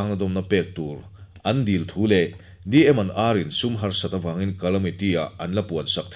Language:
Mizo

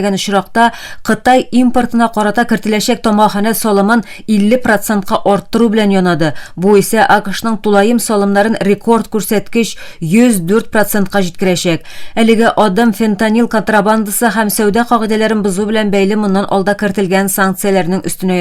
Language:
Tatar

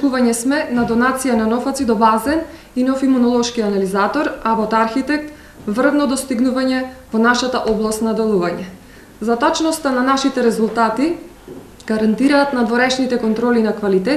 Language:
Macedonian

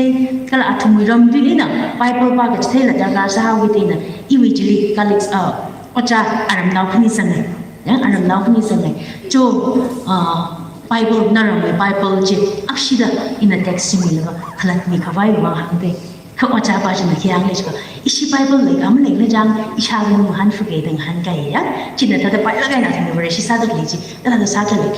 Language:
Tangkhul Naga (India)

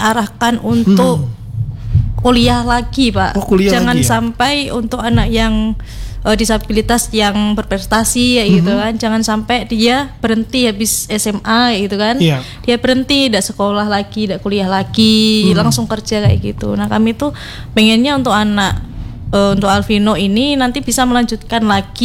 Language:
Indonesian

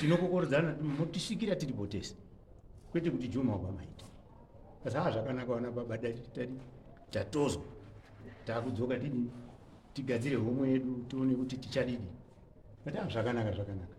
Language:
Shona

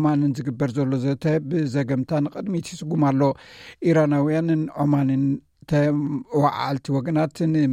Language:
Tigrinya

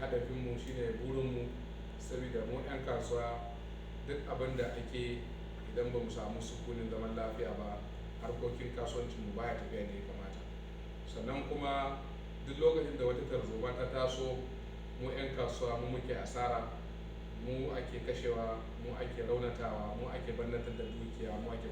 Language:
Hausa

